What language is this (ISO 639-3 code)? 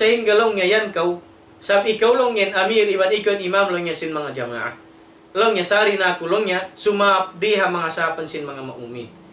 tsg